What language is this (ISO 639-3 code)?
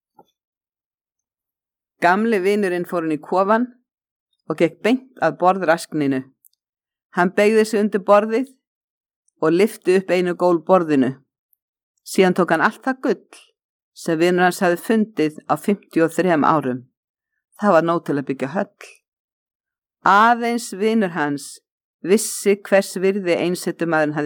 isl